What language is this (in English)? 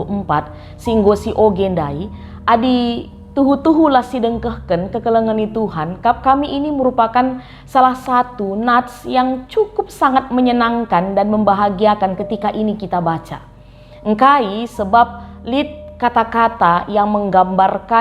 Batak Karo